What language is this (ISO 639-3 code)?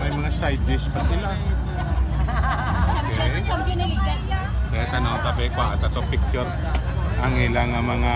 hil